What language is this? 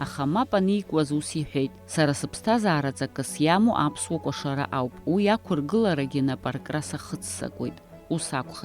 Abkhazian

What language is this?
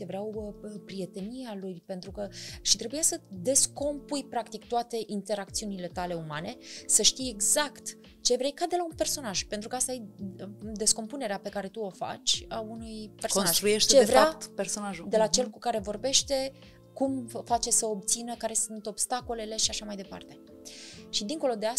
Romanian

